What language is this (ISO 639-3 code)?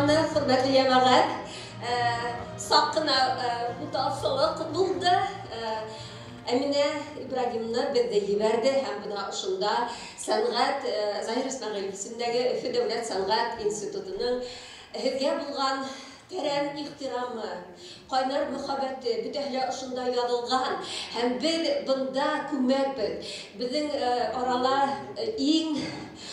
bak